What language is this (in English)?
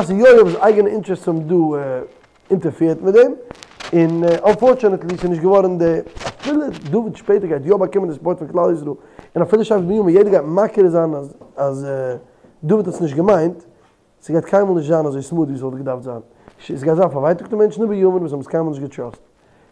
Yiddish